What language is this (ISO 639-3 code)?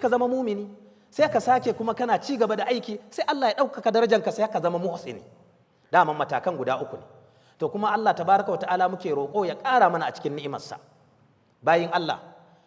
hau